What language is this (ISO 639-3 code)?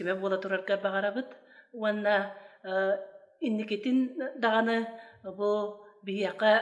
sah